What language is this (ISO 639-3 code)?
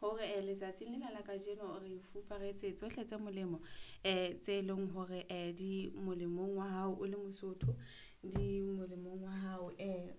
sot